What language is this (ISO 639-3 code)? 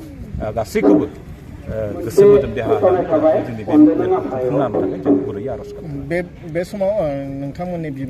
brx